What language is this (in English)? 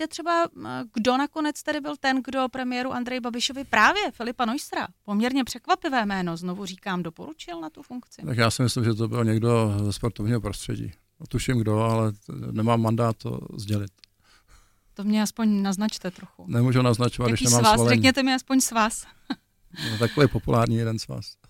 Czech